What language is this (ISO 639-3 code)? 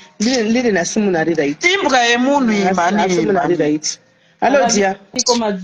sna